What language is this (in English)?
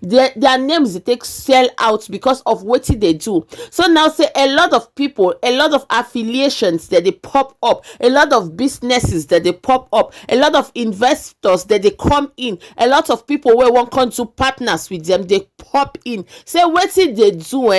Nigerian Pidgin